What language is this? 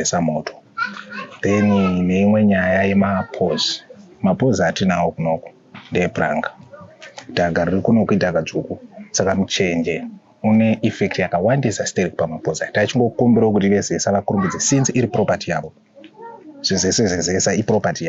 Shona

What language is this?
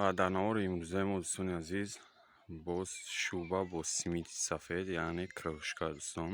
Tajik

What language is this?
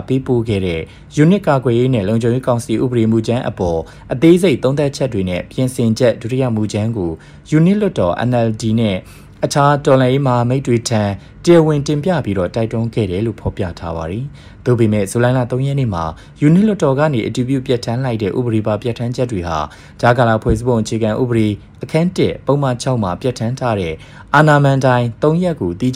Burmese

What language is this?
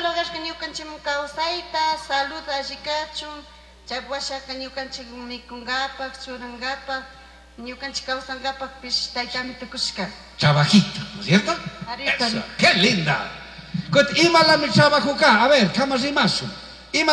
Chimborazo Highland Quichua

